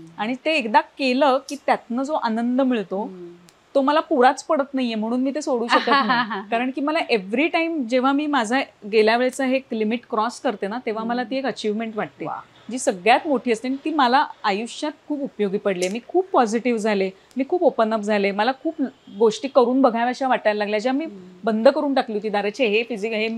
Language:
Marathi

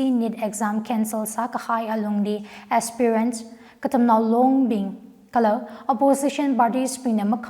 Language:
Tangkhul Naga (India)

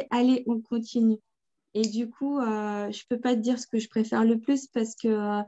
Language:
French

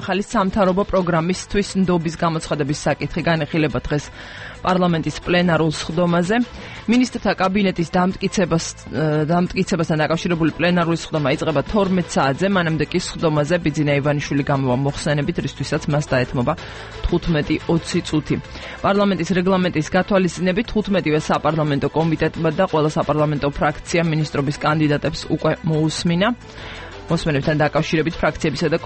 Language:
Georgian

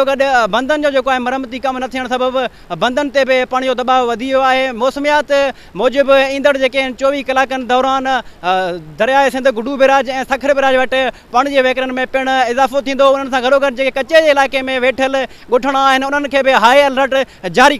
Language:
Sindhi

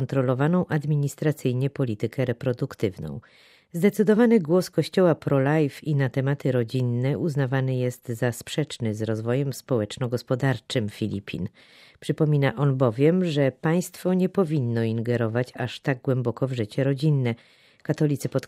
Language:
Polish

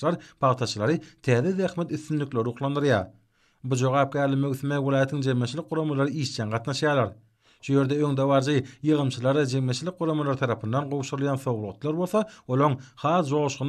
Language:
Turkmen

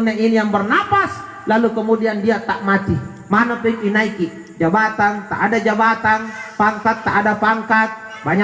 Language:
Makasar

